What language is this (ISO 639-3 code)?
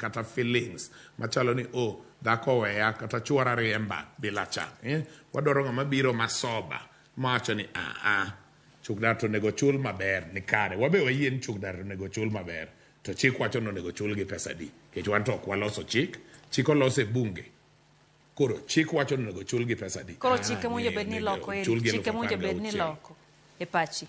luo